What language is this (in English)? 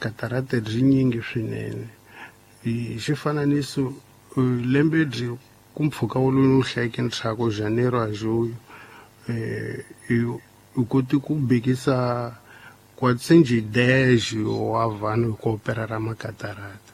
Tsonga